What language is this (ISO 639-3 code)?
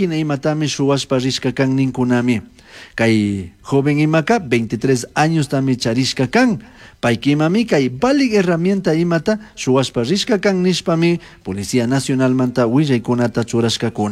qug